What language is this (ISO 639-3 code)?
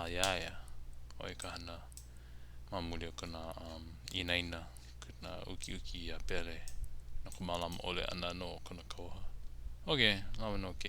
haw